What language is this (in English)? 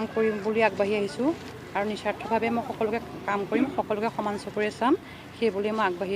Assamese